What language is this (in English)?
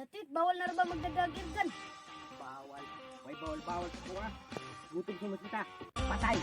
Cebuano